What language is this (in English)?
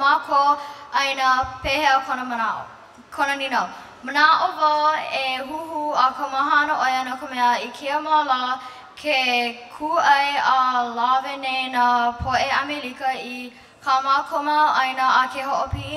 Hawaiian